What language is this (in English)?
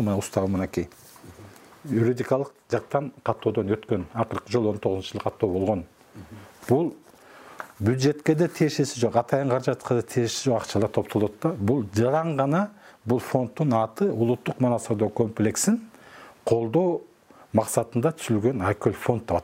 Kyrgyz